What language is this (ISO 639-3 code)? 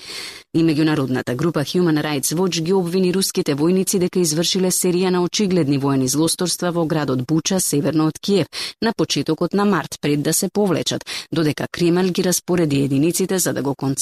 mkd